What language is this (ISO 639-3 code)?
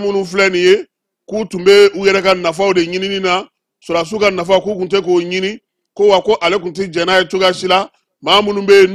bam